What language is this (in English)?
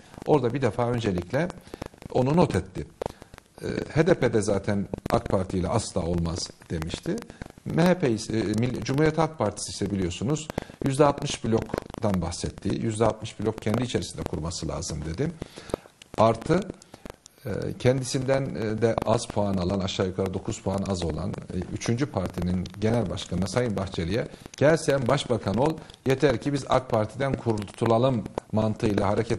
Turkish